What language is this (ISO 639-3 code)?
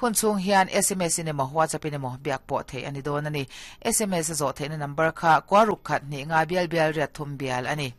lus